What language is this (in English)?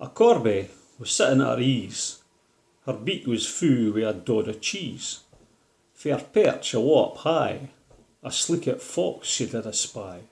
Scots